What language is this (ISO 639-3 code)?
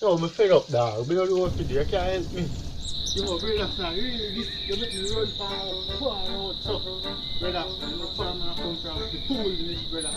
jam